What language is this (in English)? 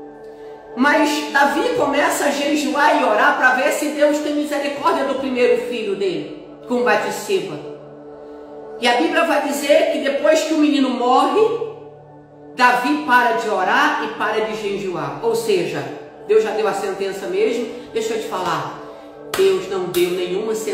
Portuguese